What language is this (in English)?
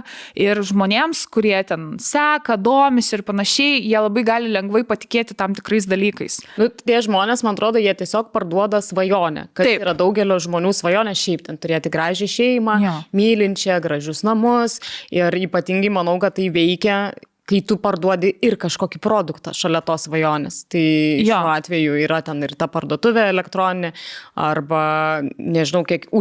Lithuanian